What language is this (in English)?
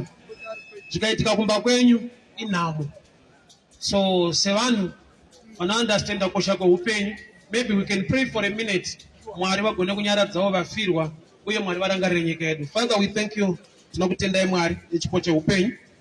Shona